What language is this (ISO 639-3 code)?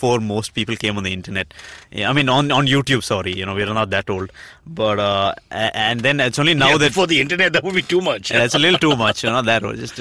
eng